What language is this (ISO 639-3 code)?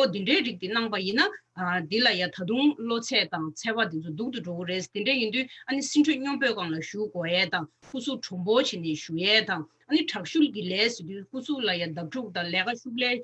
bod